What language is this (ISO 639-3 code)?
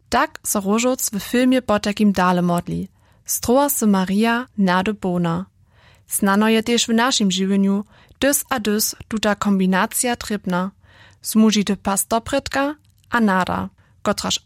hsb